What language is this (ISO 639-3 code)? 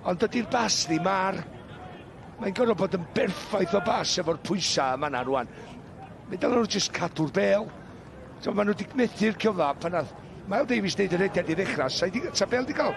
cym